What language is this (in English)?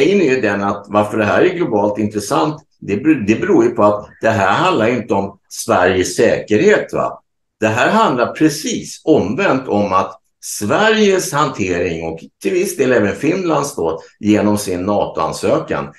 Swedish